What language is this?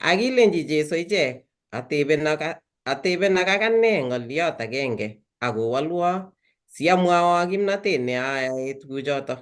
Kalenjin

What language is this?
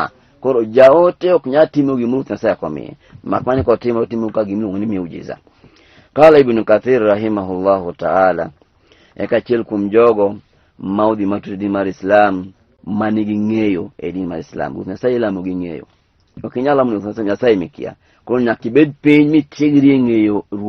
Luo (Kenya and Tanzania)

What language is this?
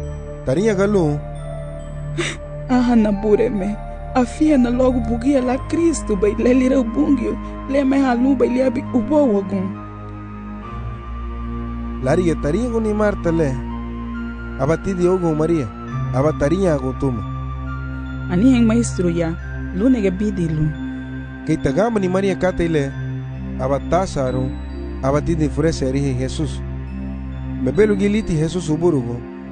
Garifuna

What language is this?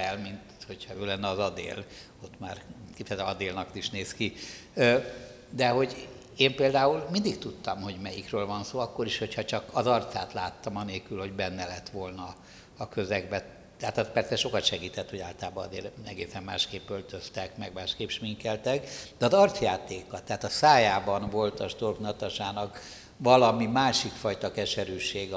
Hungarian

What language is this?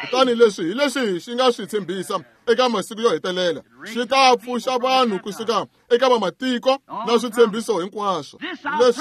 Tsonga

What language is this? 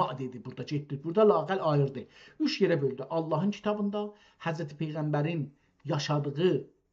South Azerbaijani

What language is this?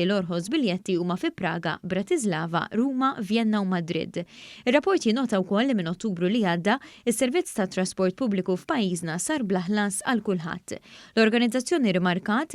Maltese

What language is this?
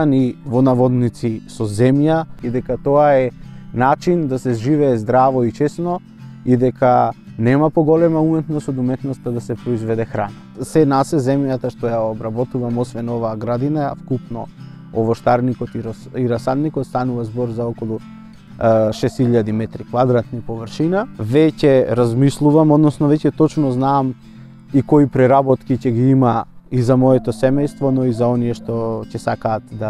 Macedonian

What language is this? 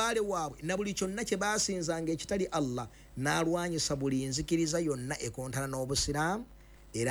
Ganda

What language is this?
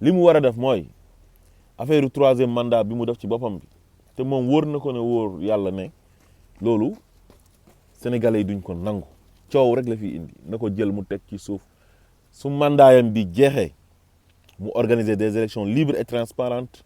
Wolof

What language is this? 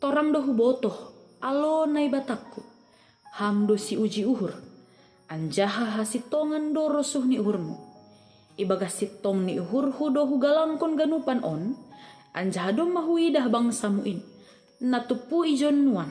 Batak Simalungun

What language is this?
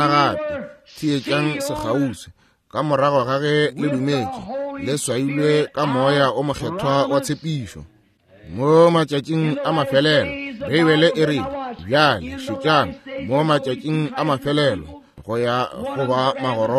Northern Sotho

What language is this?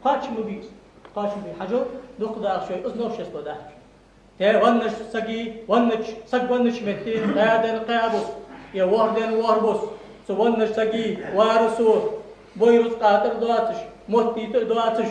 Ingush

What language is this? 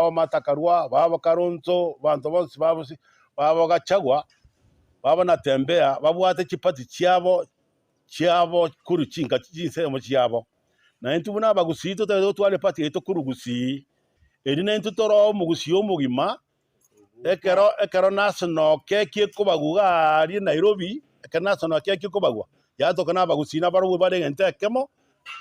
Gusii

